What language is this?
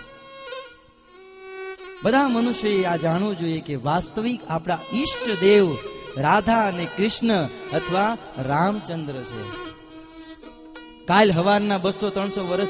Gujarati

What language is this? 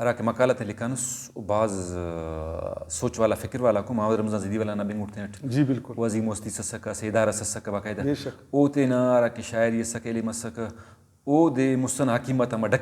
Brahui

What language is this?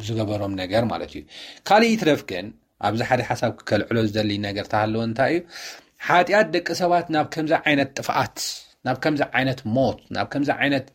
Tigrinya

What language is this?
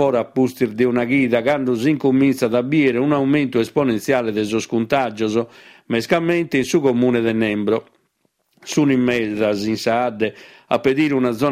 Sardinian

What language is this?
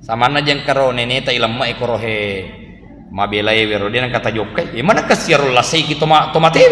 Buginese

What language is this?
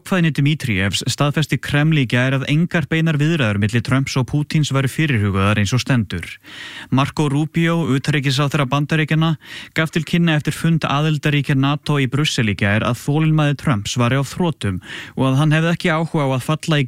Icelandic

